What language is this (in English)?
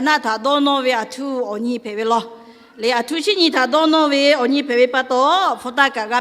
Lahu